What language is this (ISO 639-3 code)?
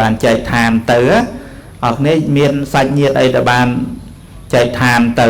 khm